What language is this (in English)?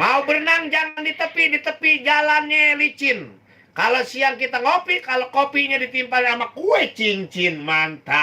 Betawi